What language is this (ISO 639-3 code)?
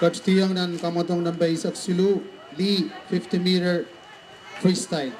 pon